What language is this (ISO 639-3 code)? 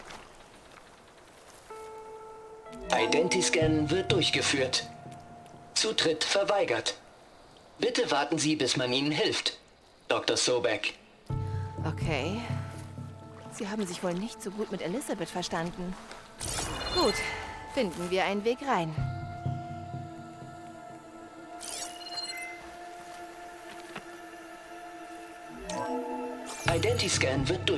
deu